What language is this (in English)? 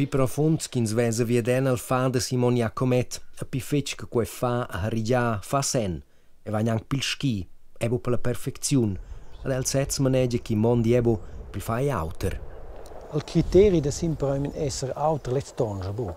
Romansh